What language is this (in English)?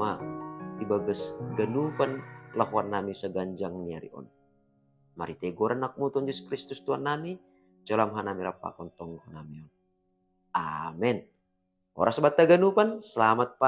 Batak Simalungun